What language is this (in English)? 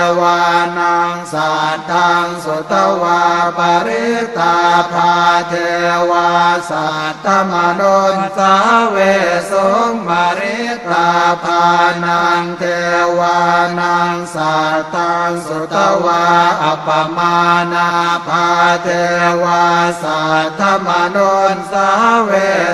Pali